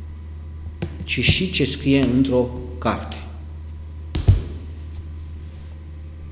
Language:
Romanian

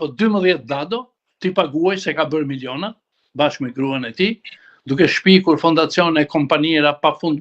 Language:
Albanian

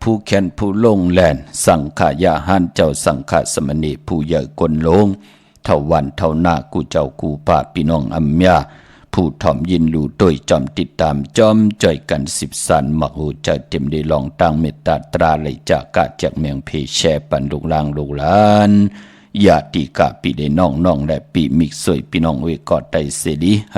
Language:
Shan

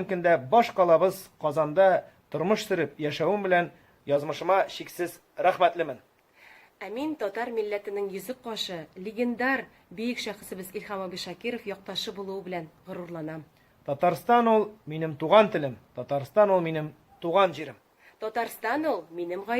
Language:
Tatar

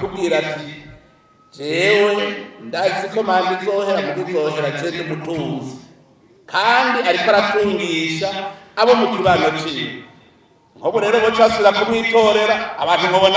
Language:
Rundi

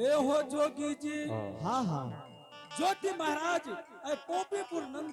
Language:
Angika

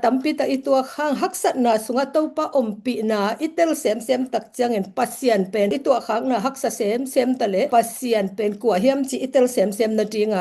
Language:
Tedim Chin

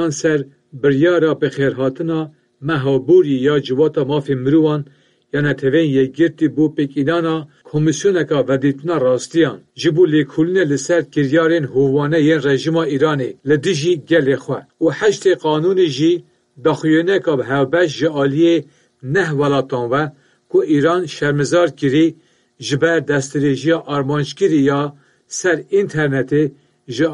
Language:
Kurdish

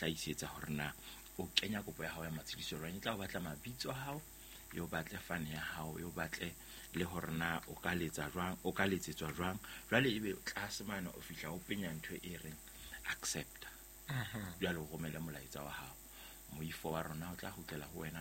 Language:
Southern Sotho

